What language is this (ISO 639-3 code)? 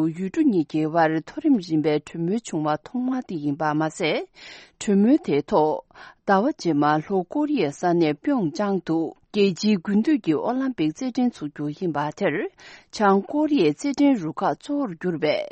bod